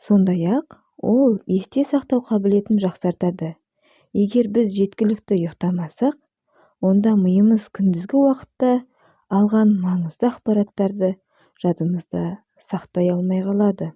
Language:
Kazakh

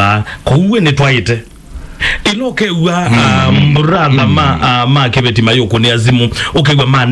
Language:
Kamba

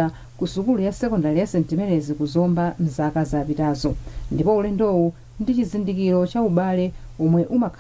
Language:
Nyanja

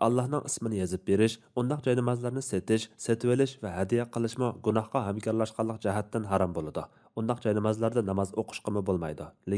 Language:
Uyghur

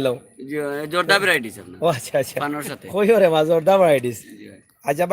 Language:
Sylheti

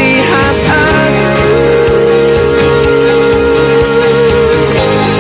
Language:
Indonesian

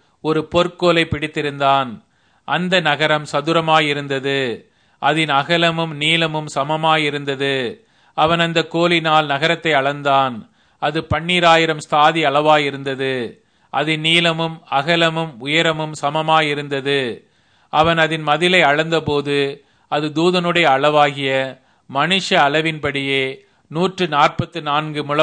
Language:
Tamil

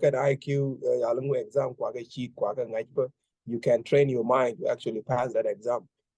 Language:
Nuer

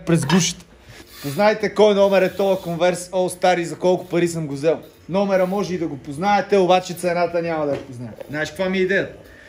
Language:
Bulgarian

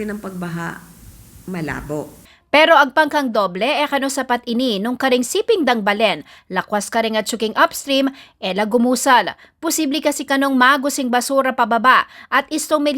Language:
Pampanga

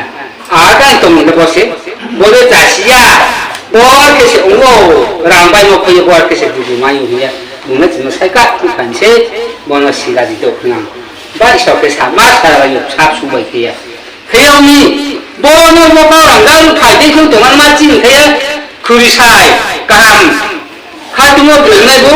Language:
Riang (India)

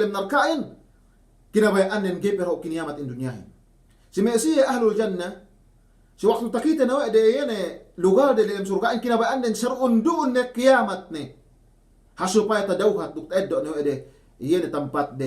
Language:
Yakan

